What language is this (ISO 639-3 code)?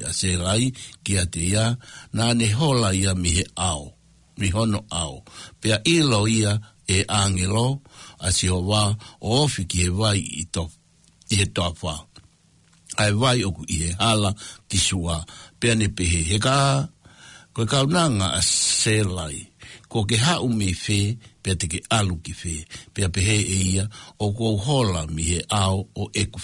ton